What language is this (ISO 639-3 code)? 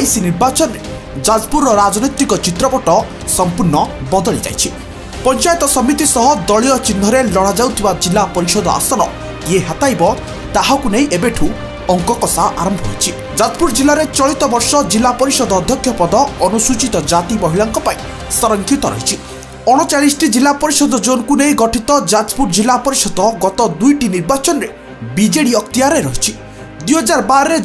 ori